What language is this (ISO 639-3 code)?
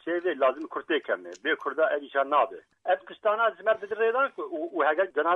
kur